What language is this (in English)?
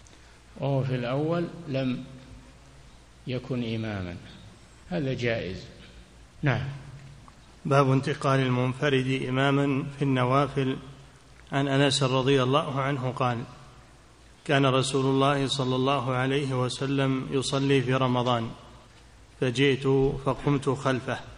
Arabic